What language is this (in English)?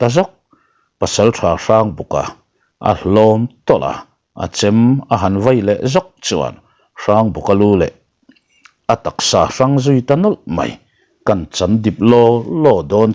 Mizo